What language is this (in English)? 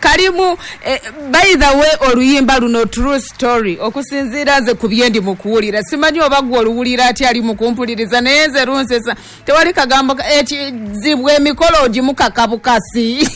Ganda